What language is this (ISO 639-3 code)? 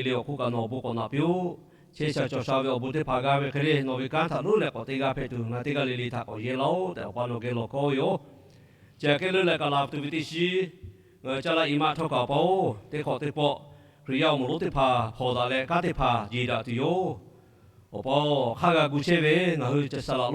lhu